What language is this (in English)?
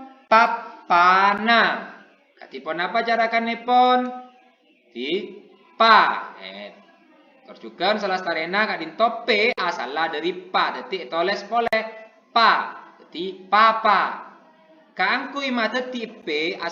Madurese